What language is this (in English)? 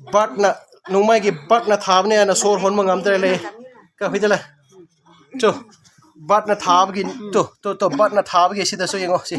Manipuri